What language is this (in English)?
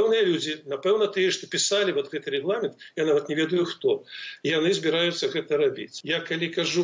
Belarusian